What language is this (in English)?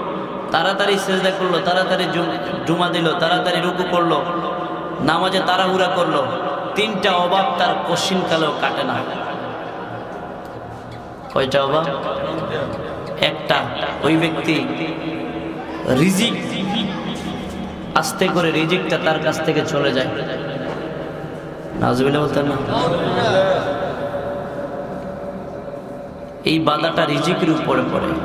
Bangla